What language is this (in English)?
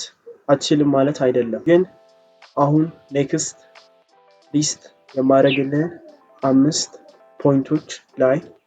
Amharic